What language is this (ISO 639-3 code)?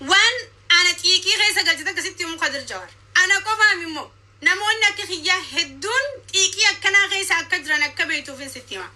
orm